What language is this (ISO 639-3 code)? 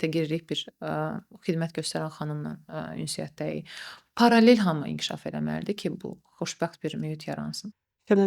aze